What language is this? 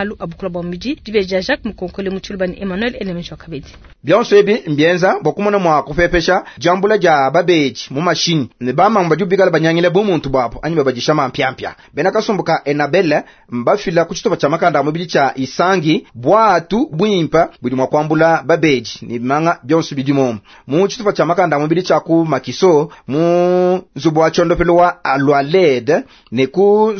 Luba-Lulua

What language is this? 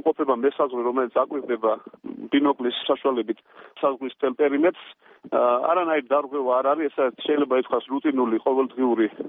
Georgian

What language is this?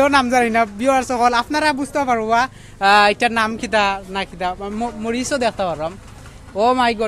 Sylheti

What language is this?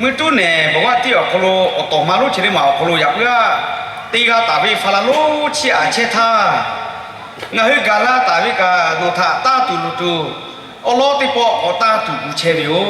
Lahu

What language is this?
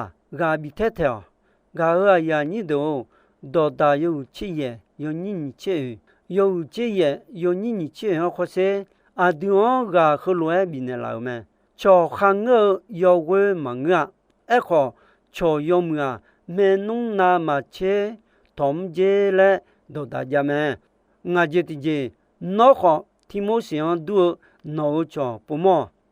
Akha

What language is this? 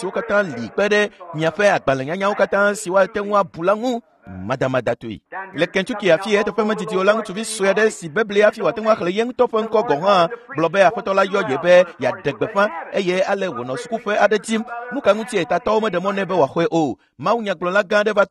Ewe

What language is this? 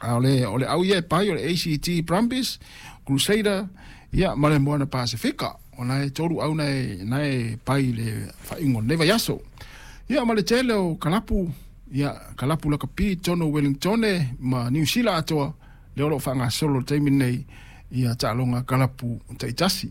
Samoan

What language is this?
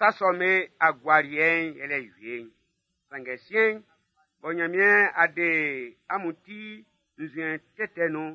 Baoulé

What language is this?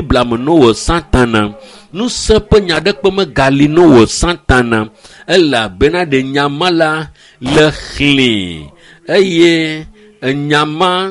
Ewe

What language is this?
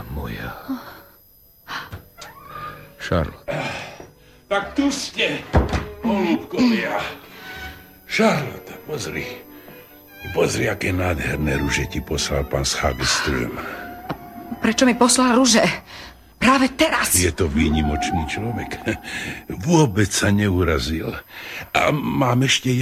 Slovak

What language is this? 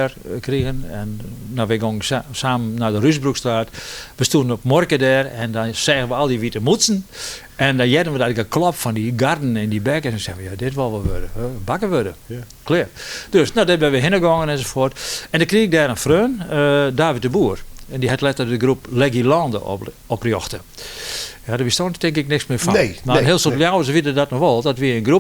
Western Frisian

